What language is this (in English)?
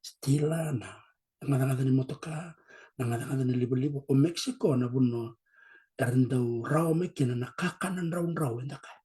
Fijian